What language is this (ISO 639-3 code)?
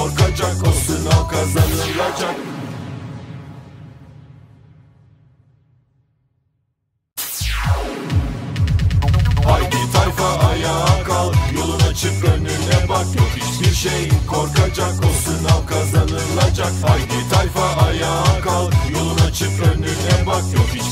tur